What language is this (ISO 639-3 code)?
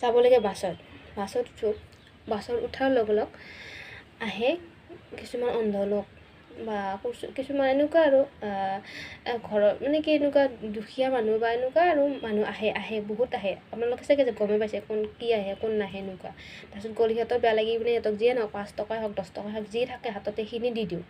asm